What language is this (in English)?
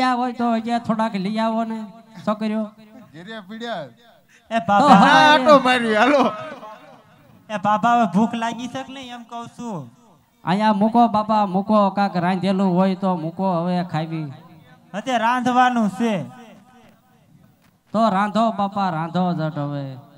Gujarati